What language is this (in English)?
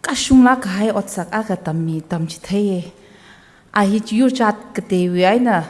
Tangkhul Naga (India)